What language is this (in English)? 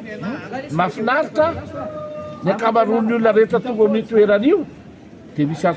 Malagasy